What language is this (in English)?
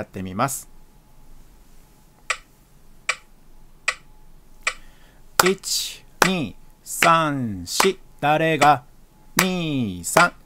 Japanese